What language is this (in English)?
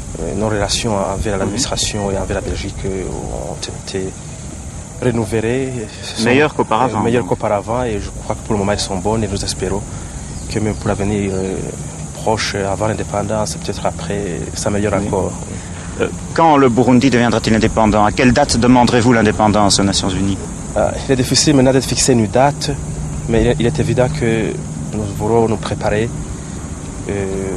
French